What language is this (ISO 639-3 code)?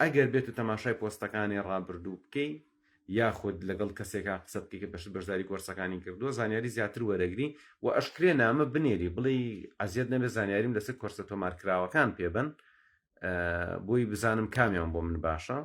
ckb